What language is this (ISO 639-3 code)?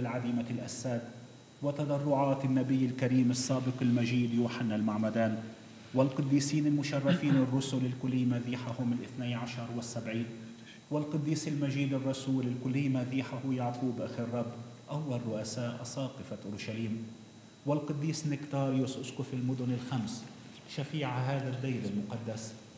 ara